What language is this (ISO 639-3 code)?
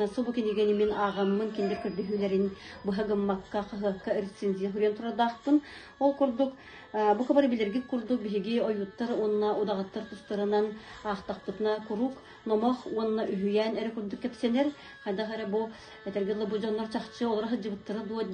sah